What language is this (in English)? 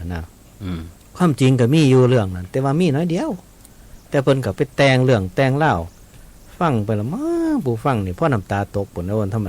Northeastern Thai